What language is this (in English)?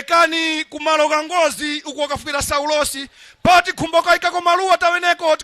Nyanja